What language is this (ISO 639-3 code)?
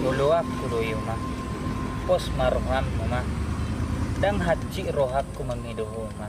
bbc